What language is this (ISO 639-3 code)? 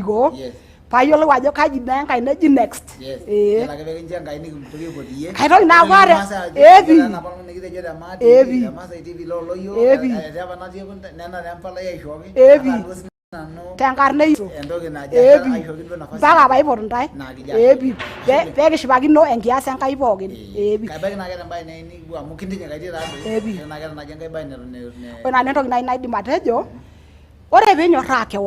mas